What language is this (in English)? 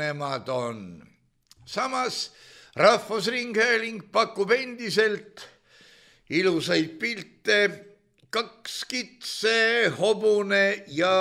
Estonian